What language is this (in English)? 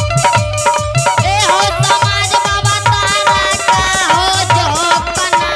Angika